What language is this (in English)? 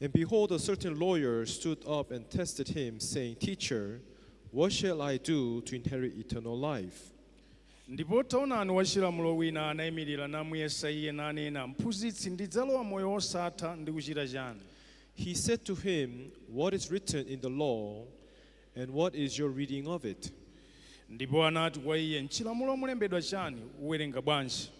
Nyanja